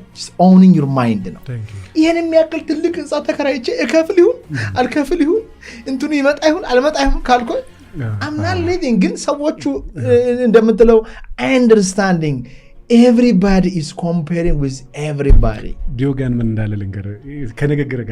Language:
Amharic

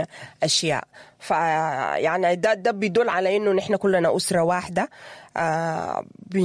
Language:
Sudanese Arabic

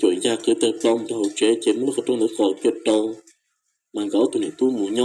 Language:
Hmong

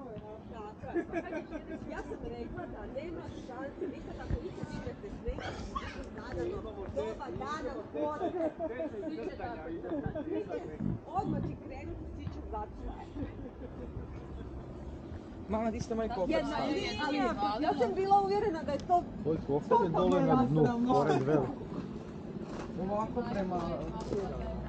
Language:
Croatian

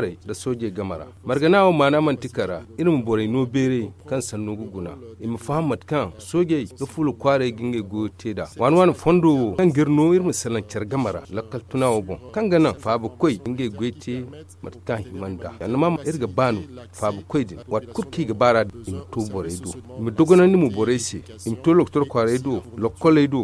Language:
Zarma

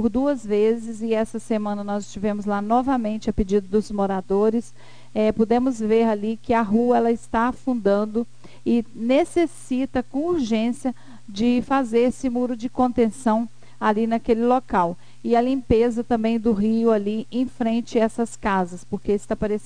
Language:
Portuguese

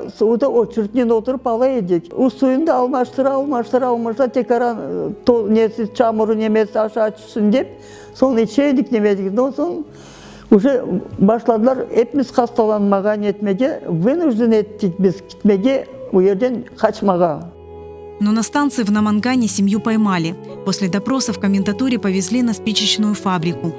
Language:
Crimean Tatar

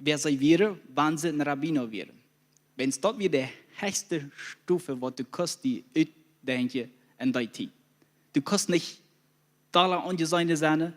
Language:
Plautdietsch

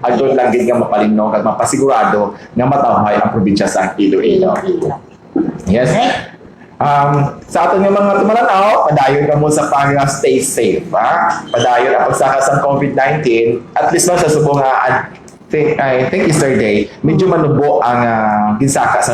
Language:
Hiligaynon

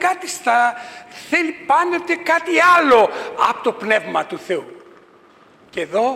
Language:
Greek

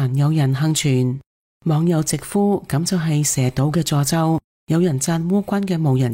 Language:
Cantonese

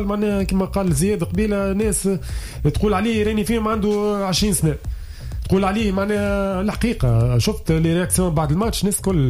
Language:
Tunisian Arabic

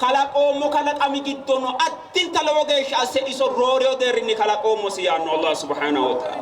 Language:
Sidamo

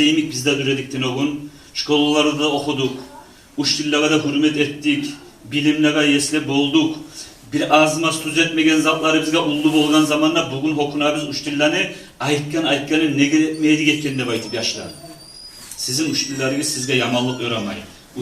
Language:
Kumyk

